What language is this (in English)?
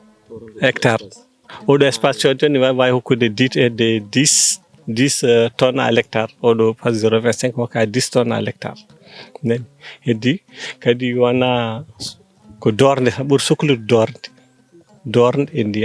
Fula